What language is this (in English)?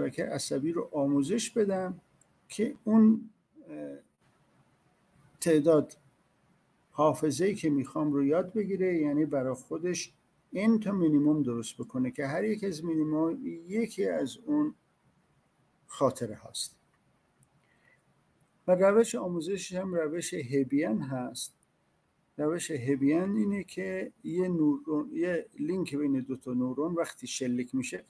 Persian